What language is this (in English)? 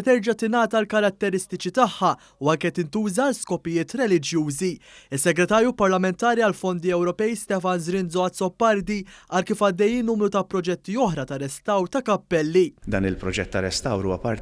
Maltese